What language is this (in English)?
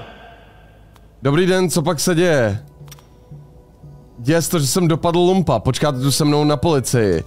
Czech